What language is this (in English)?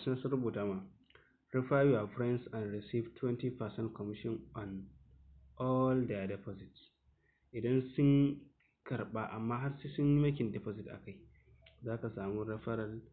Hausa